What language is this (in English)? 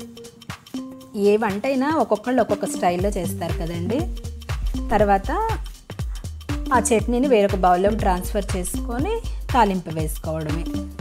Telugu